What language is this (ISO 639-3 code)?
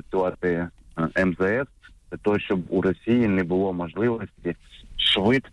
ukr